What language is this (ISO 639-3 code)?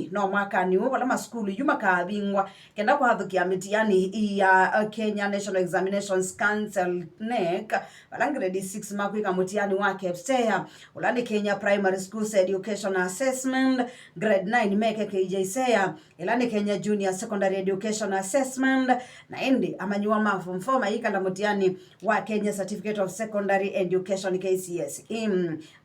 kam